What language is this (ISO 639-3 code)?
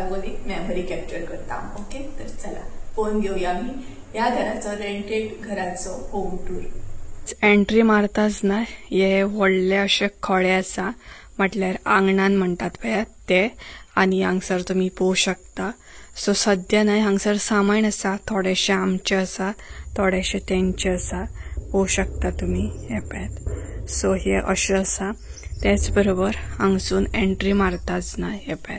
kok